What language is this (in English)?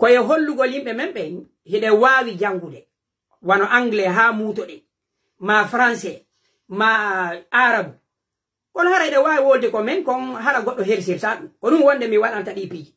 Pular